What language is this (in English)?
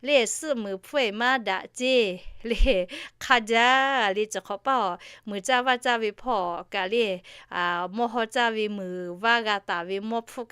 Lahu